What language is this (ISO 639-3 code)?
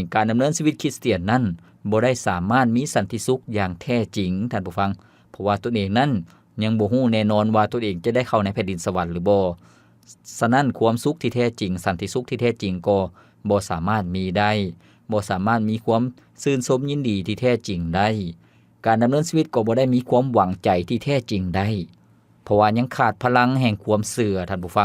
lao